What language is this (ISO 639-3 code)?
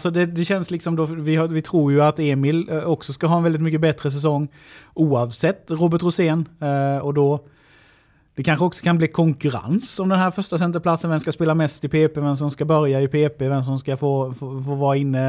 swe